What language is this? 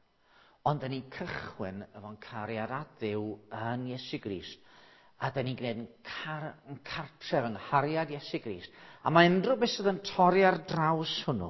Welsh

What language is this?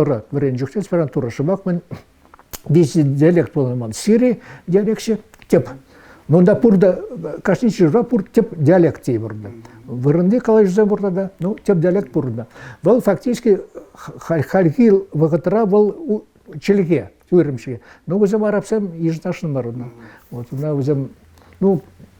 Chuvash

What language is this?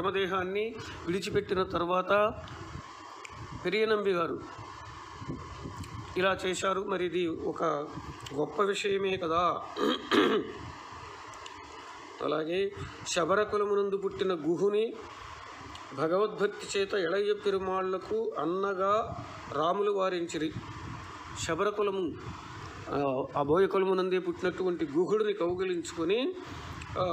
Telugu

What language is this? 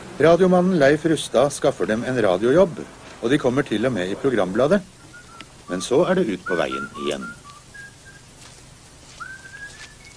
Norwegian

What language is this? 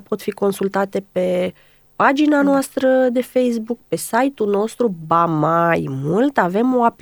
Romanian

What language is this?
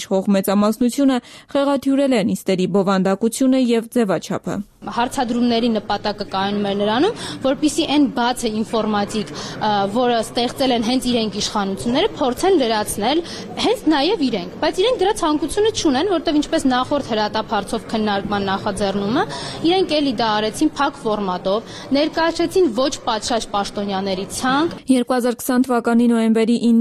Armenian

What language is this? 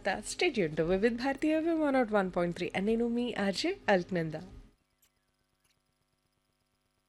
Telugu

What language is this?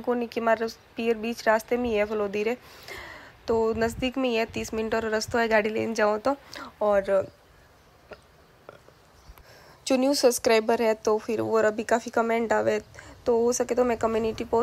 Hindi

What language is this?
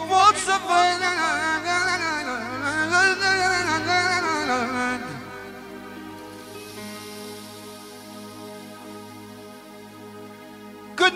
Romanian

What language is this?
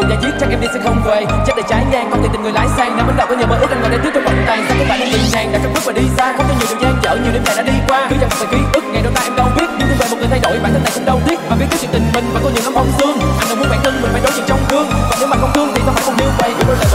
Vietnamese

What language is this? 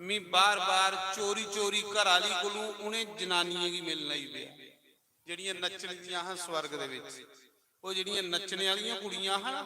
Dogri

